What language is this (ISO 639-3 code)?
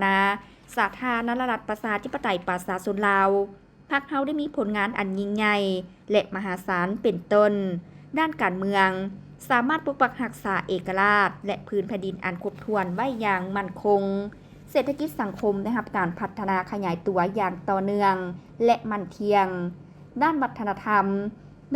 lao